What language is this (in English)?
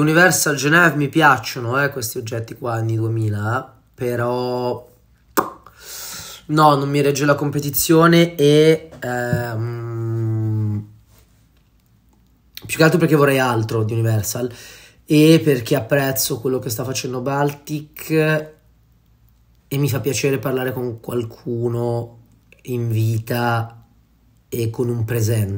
Italian